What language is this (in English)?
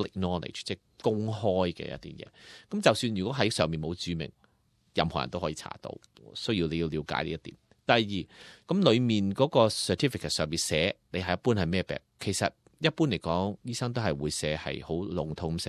Cantonese